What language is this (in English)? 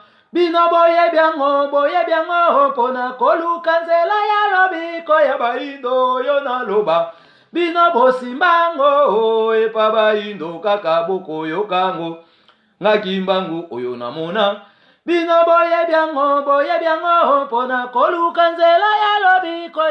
Lingala